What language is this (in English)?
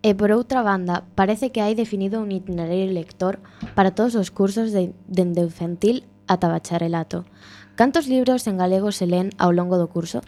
Galician